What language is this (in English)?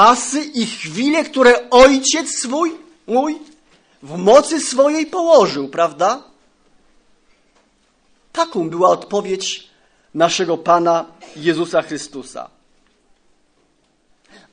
Polish